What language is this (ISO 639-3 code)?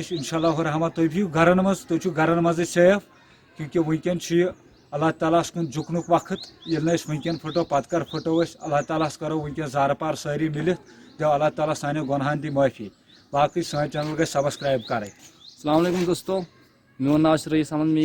kas